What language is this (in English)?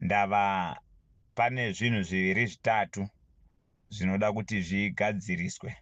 Shona